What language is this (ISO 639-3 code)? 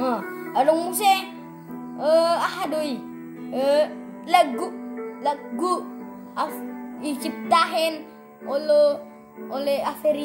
bbc